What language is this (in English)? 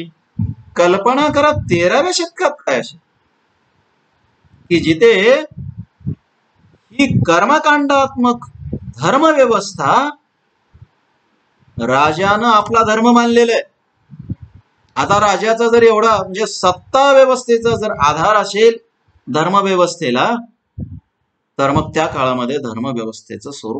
Marathi